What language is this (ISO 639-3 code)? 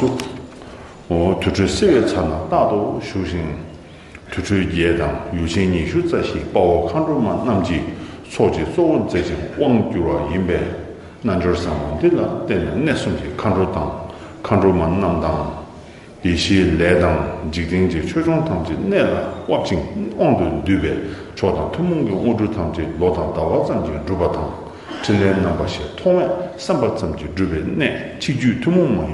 bod